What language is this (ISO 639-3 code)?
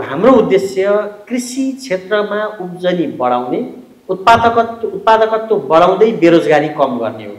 nep